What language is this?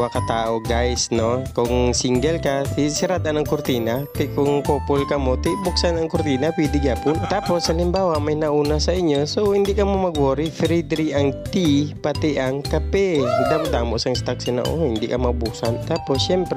Hiligaynon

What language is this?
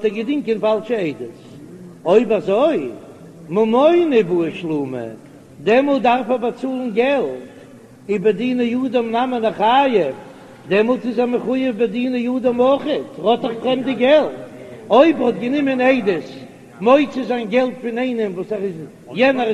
Yiddish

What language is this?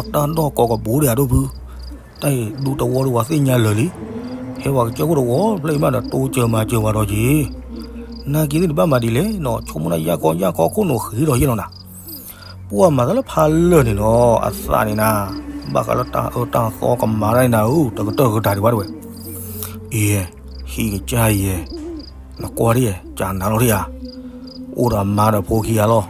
S'gaw Karen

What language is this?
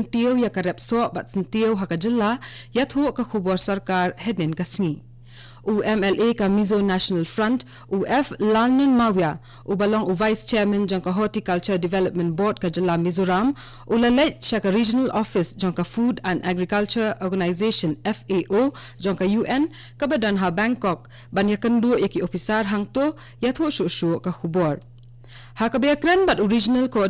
Khasi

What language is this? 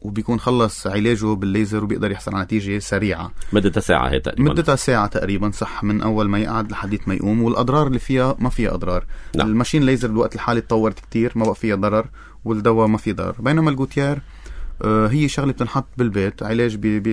North Levantine Arabic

